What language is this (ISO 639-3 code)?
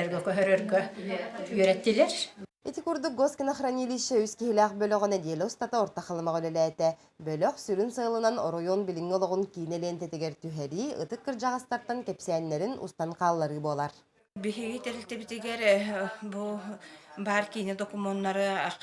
sah